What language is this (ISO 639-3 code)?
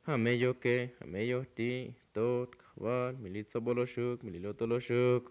tzo